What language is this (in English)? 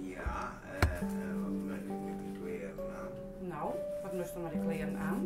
Western Frisian